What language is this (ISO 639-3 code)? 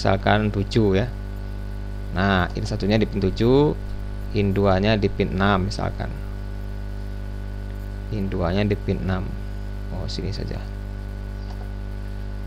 ind